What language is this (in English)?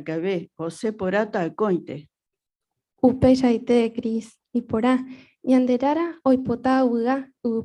Guarani